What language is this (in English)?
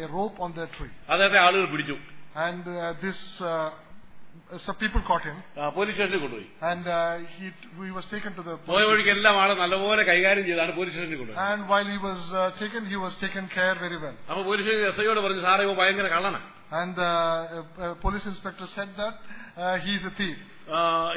Malayalam